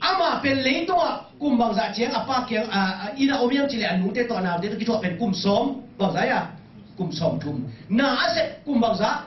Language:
Tedim Chin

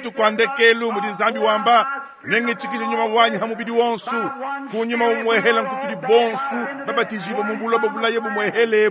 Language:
Luba-Lulua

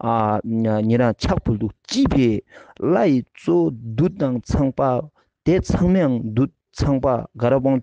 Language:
Ladakhi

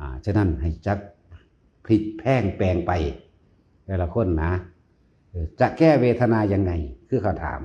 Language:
Northeastern Thai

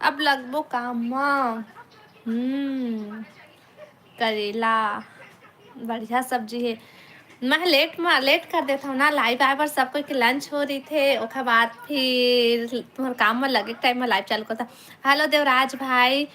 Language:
Chhattisgarhi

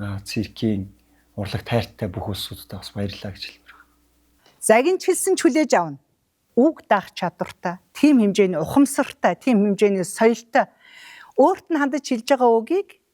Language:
Mongolian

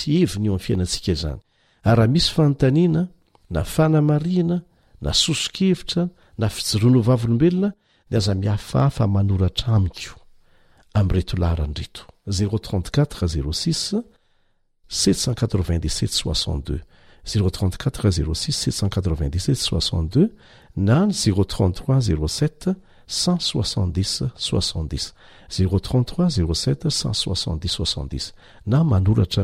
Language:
Malagasy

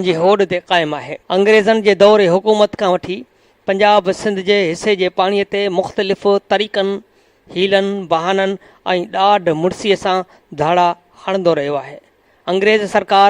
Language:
Sindhi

